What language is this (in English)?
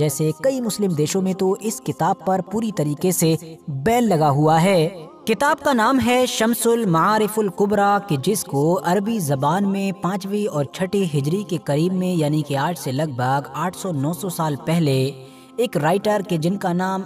Urdu